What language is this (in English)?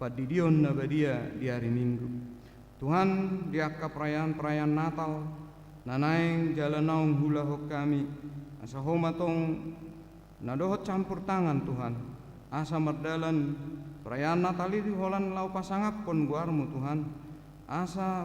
Batak Toba